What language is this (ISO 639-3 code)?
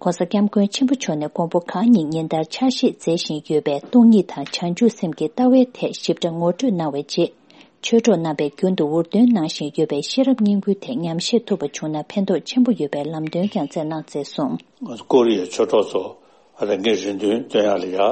bod